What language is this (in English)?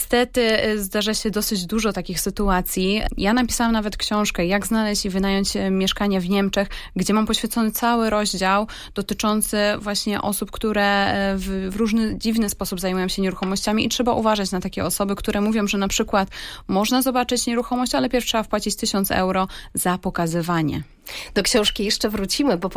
Polish